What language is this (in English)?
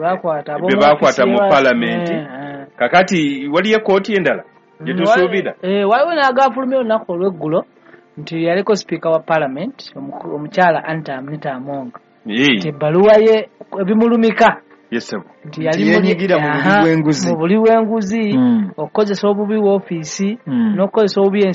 Ganda